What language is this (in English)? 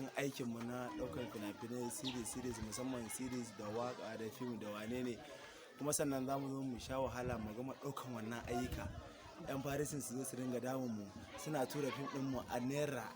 Hausa